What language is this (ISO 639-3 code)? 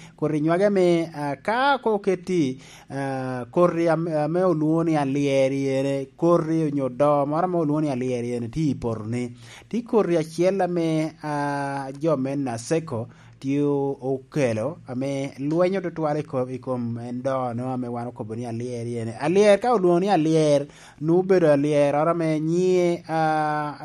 laj